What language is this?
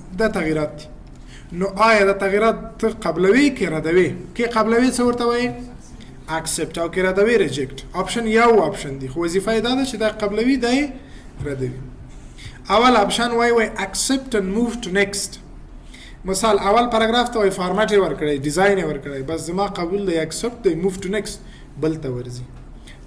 Pashto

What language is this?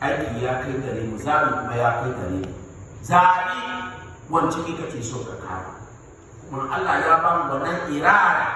Hausa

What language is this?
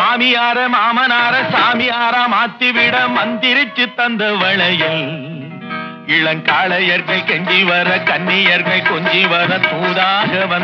Tamil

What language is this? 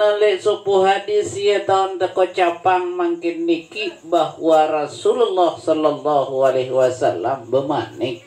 Sasak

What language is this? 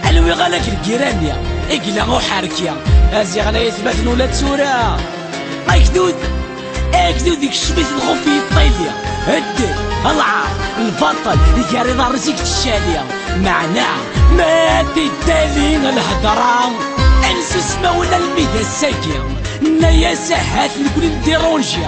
Kabyle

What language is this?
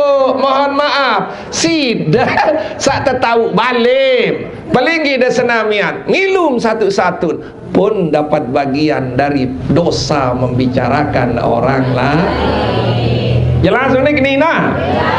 Sasak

